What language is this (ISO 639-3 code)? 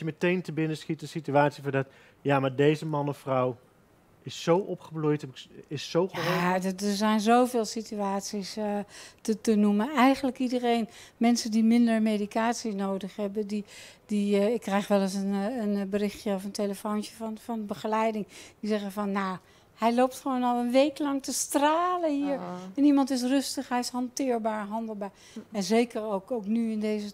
nld